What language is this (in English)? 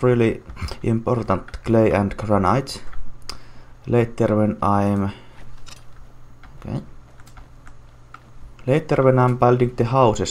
English